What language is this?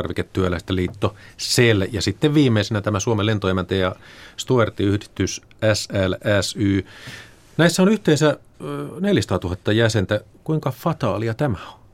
Finnish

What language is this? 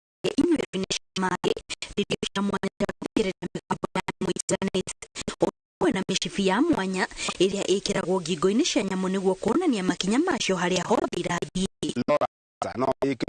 Kikuyu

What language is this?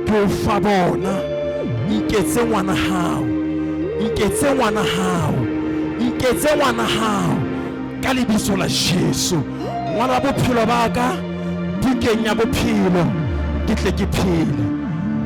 Southern Sotho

